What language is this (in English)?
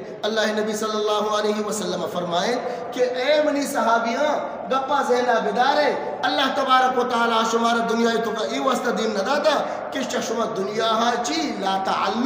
Eastern Balochi